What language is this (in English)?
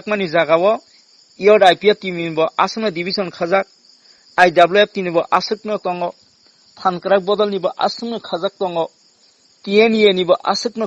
Kok Borok